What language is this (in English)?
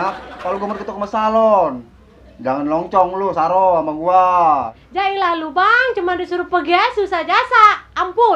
Betawi